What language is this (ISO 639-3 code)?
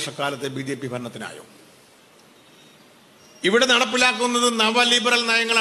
mal